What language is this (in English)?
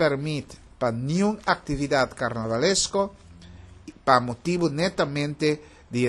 Papiamento